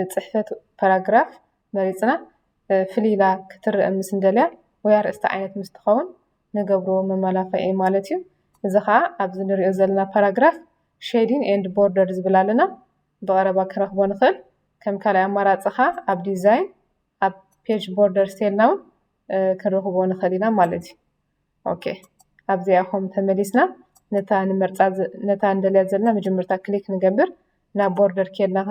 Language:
Tigrinya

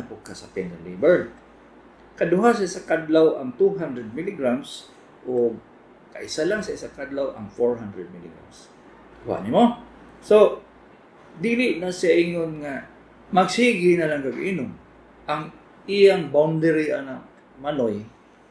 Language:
Cebuano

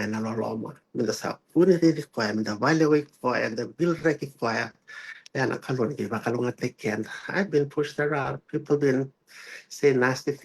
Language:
Fijian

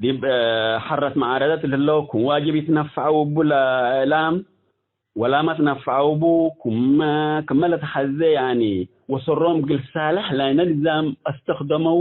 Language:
Tigre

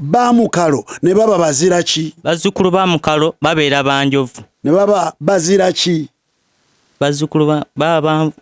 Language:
Ganda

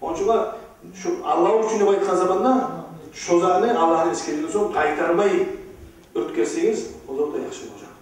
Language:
Kumyk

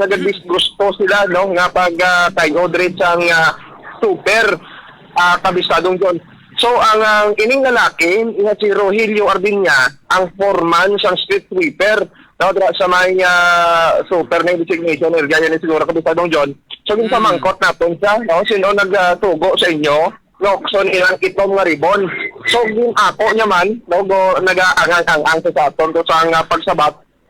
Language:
Hiligaynon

